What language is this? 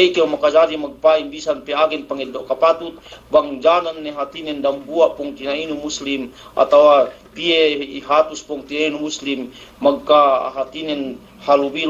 Yakan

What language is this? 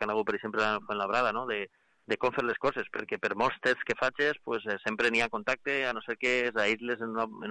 Catalan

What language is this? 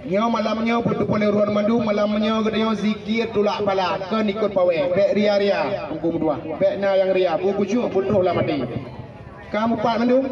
Achinese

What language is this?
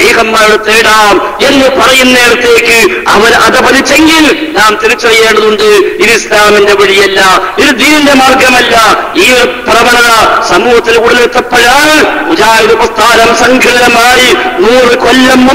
Malayalam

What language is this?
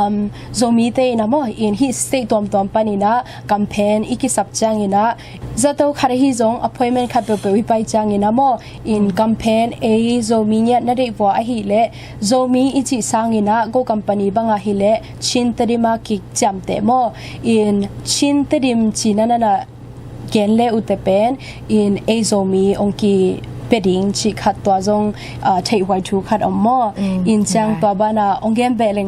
Tedim Chin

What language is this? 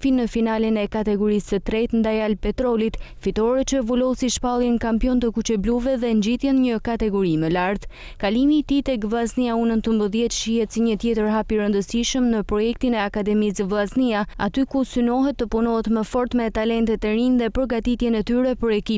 Albanian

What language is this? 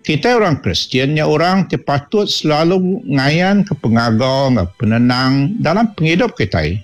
Iban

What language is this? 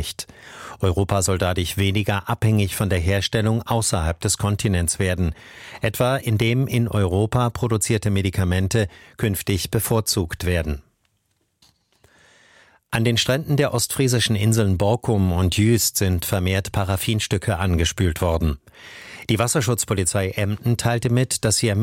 German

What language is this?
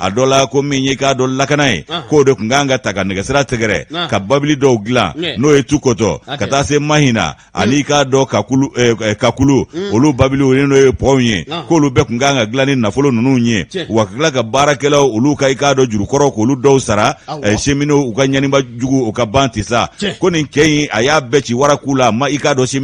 Bambara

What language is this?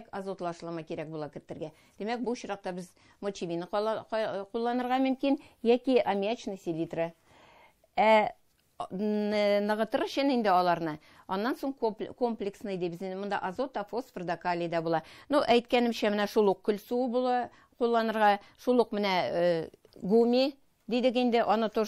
Tatar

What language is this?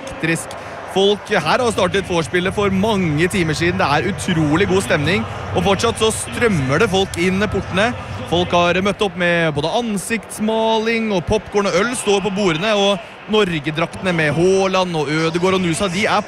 Norwegian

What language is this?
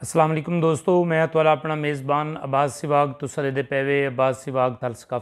Saraiki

